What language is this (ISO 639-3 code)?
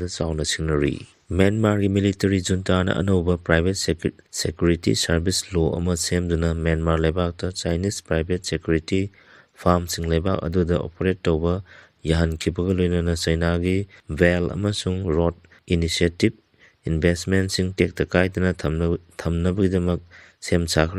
mni